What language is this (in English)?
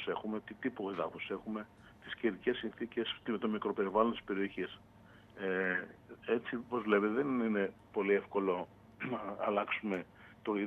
Greek